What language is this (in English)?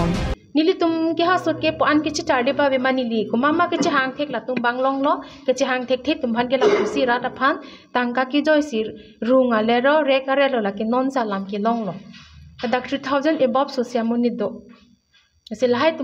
Karbi